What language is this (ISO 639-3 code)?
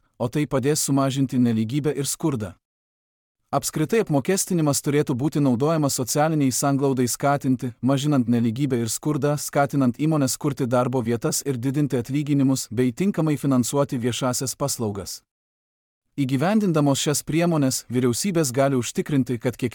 lit